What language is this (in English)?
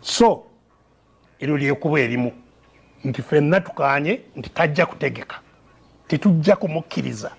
Ganda